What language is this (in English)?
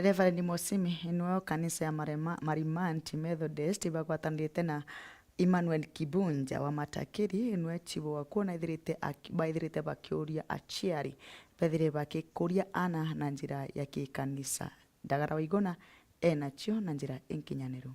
Meru